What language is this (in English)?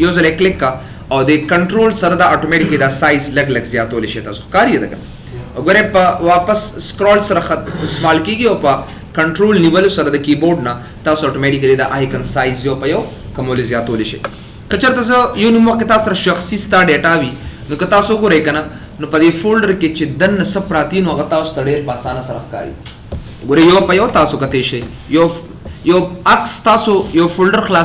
Pashto